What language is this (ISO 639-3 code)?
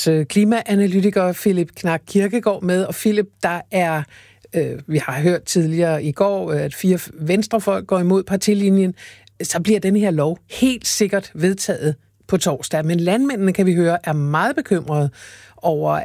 dan